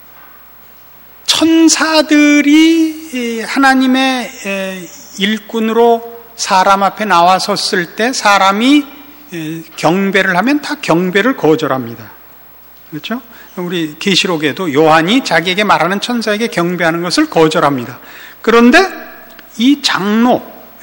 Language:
Korean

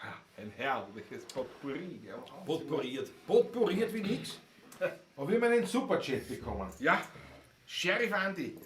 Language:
Bavarian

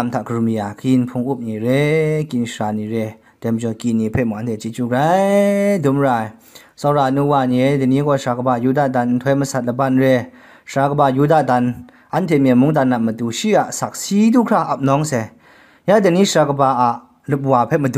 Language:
Kachin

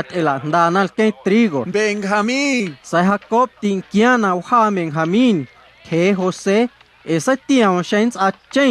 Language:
Guerrero Amuzgo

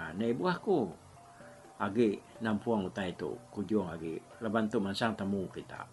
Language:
Iban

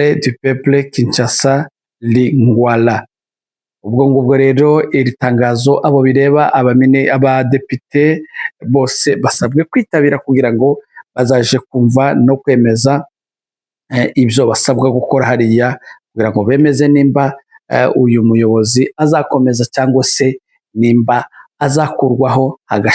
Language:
Kinyarwanda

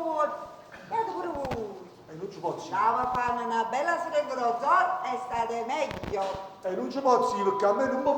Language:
Neapolitan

